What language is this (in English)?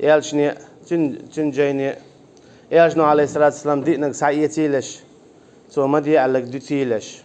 Chechen